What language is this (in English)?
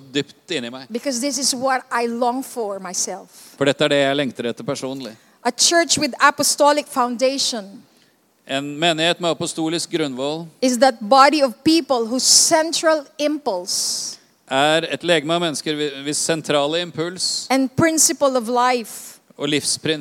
Norwegian